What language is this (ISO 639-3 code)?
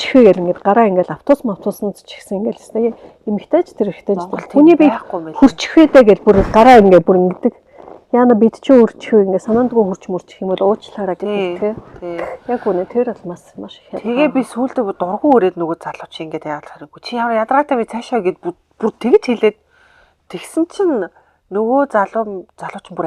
mon